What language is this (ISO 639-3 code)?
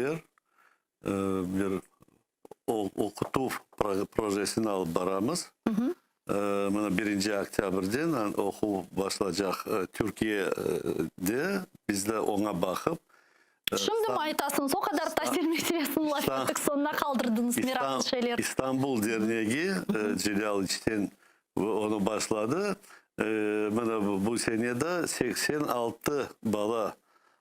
crh